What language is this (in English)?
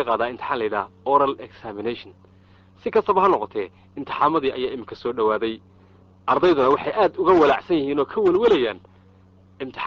Somali